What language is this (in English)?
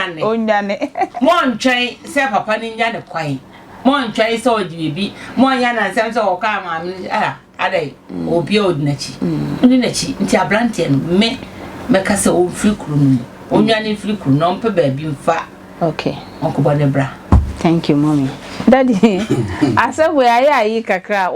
Akan